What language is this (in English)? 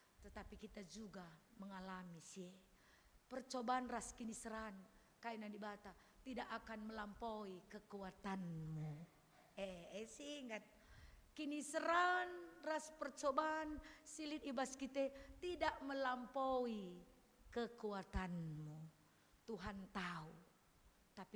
Batak Karo